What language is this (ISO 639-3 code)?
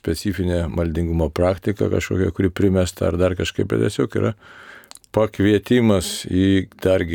lit